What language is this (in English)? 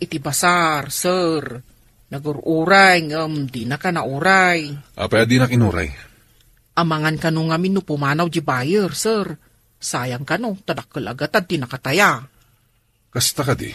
Iloko